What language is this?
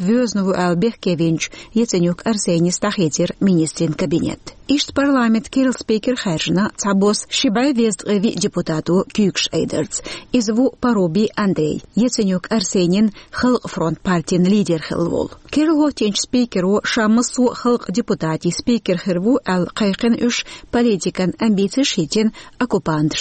Chechen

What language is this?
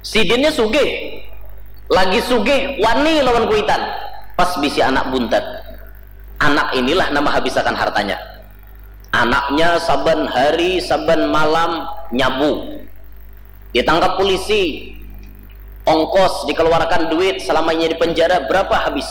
Banjar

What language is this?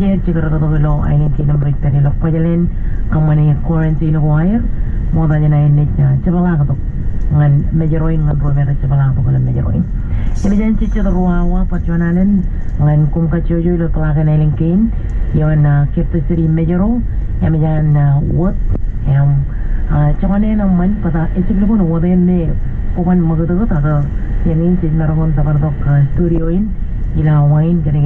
Marshallese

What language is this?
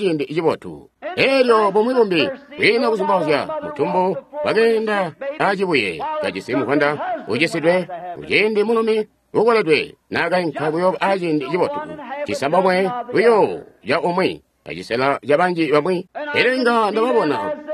Tonga (Zambia)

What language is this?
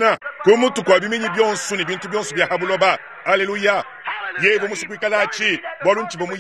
Luba-Lulua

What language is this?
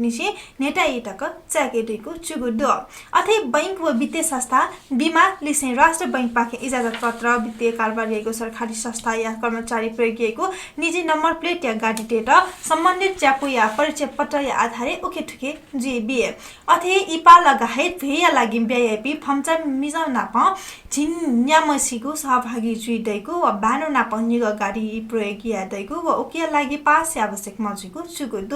Newari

